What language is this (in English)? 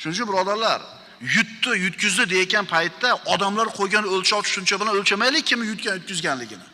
Uzbek